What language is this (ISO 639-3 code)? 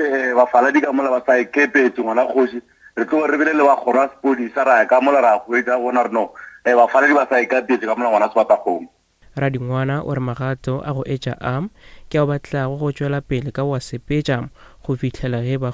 nso